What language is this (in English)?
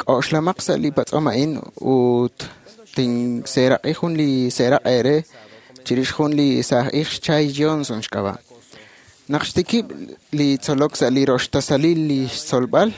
Kekchí